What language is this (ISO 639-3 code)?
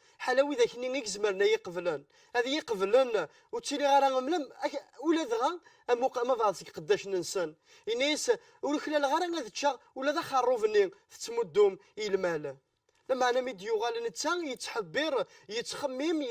kab